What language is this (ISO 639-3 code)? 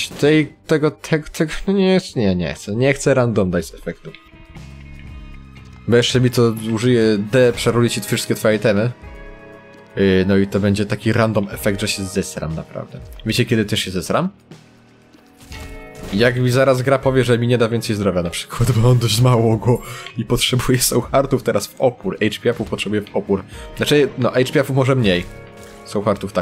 pol